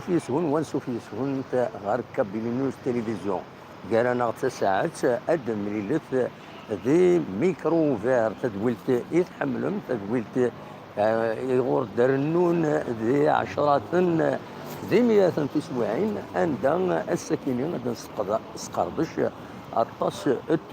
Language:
Kabyle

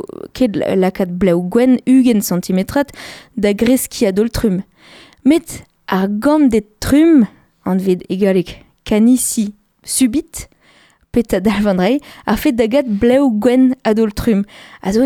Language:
Breton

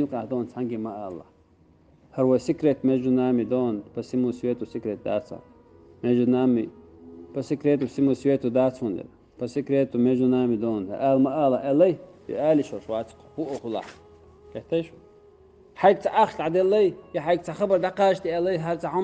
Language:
Chechen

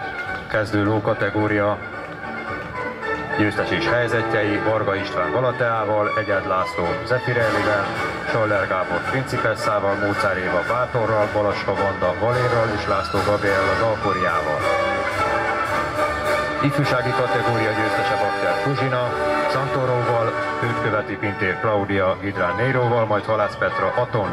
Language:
Hungarian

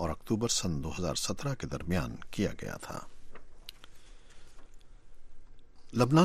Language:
Urdu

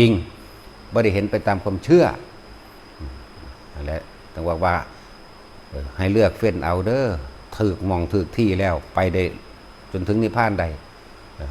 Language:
Northeastern Thai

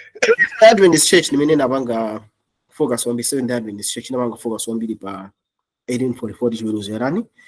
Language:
Nyanja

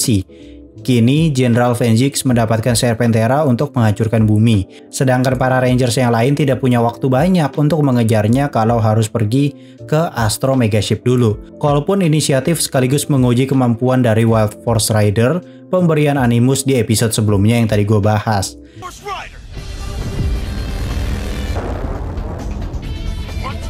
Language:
Indonesian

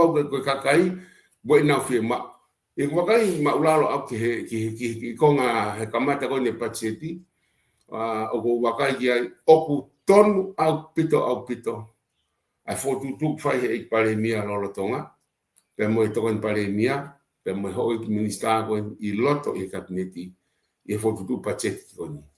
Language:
Tongan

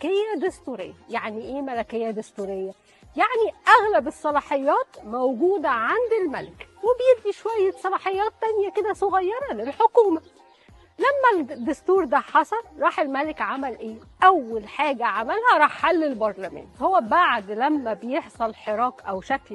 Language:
Egyptian Arabic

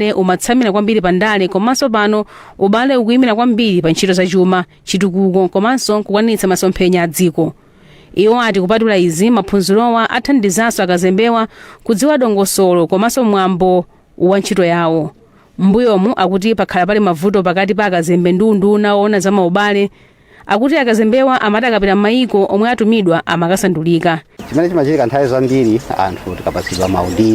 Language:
Nyanja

